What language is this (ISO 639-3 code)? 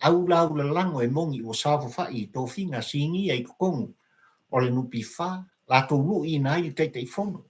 smo